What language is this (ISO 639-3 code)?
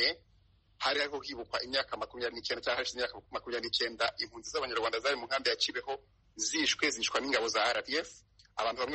kin